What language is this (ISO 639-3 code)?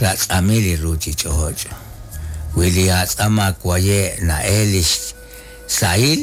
kek